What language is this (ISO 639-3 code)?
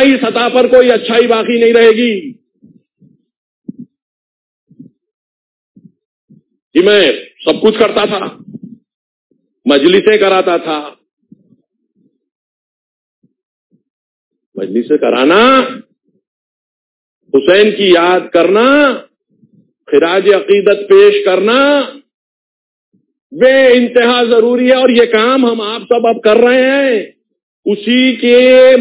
urd